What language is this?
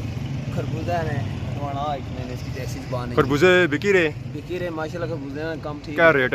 Pahari-Potwari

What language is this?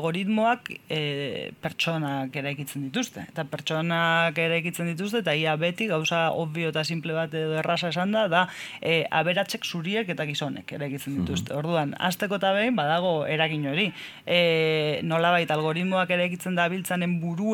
Basque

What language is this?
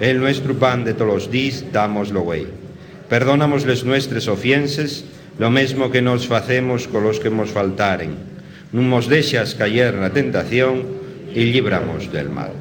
Asturian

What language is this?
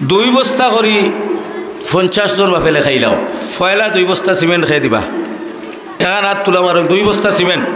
Sylheti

